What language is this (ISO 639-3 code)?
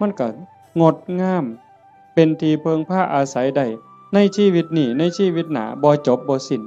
tts